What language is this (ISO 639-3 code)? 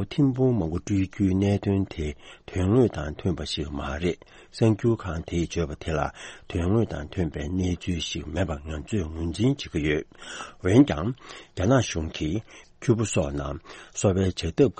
bod